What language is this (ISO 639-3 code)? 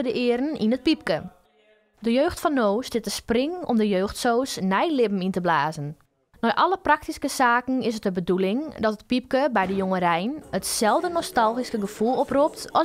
fry